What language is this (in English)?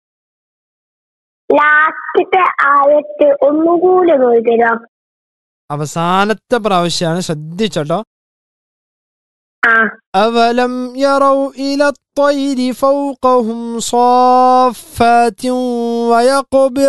Malayalam